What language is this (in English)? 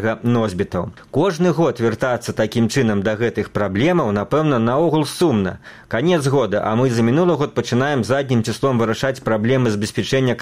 Belarusian